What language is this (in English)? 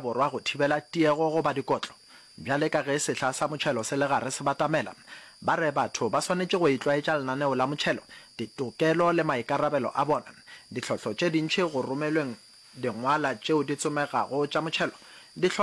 Northern Sotho